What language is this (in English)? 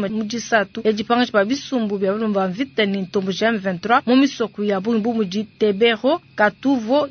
Luba-Lulua